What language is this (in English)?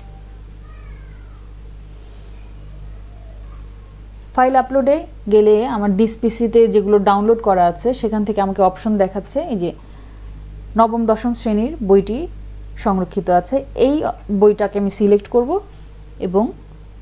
Bangla